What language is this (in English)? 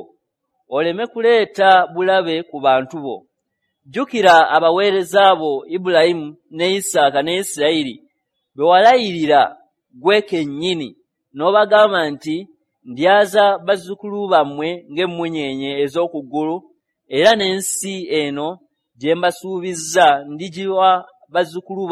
Ganda